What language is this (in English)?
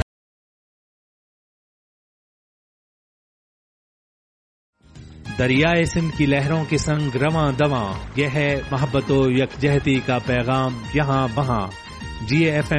Urdu